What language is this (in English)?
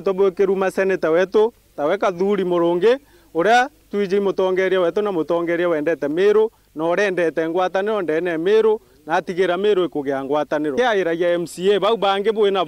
Meru